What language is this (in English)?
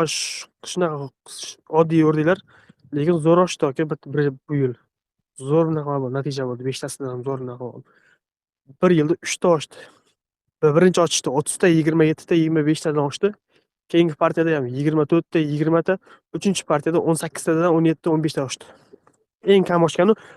Uzbek